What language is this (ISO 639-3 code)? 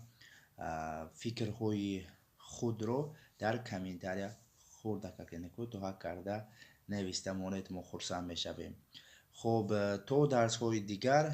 tgk